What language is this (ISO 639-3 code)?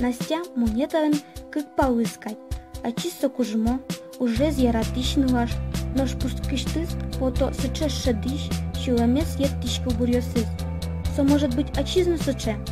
udm